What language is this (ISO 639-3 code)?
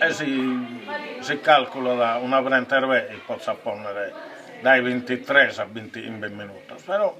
srd